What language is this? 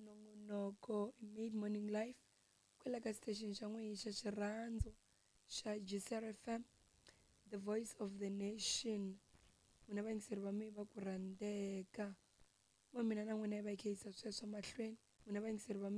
Tsonga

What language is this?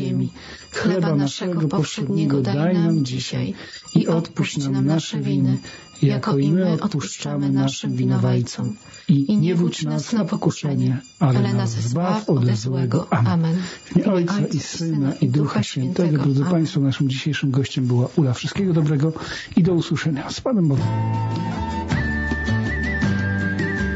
Polish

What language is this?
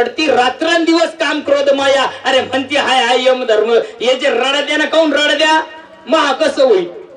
Marathi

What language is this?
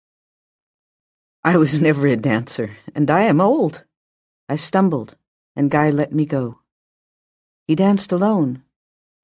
English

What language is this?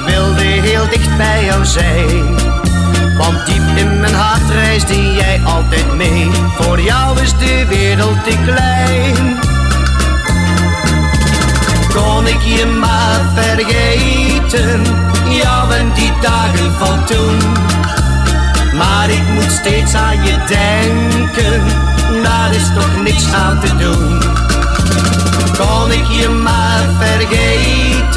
Dutch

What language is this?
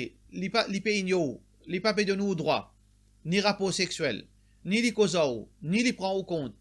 Morisyen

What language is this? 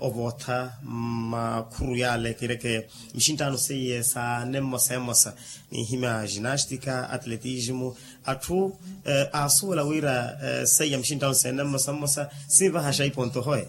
Makhuwa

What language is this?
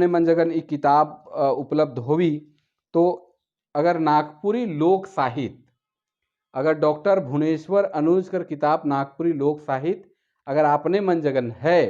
Sadri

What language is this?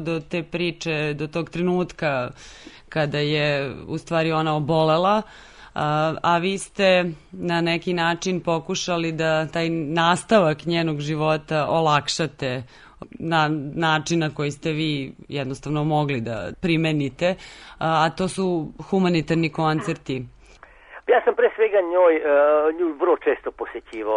Serbian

